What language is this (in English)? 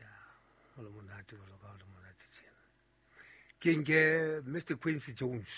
Southern Sotho